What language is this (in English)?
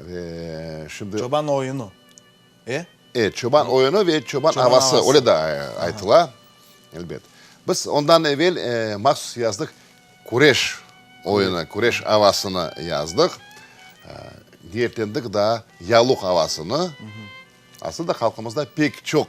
Crimean Tatar